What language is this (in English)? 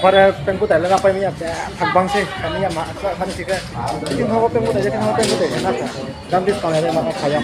Riang (India)